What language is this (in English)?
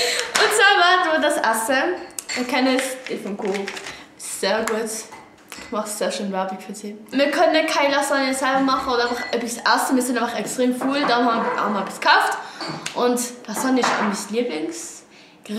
Swiss German